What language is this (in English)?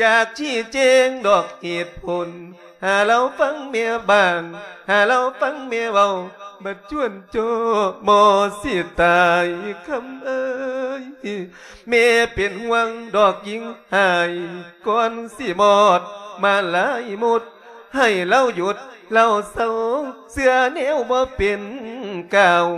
Lao